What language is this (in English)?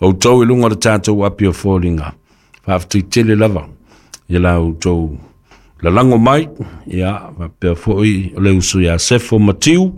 Samoan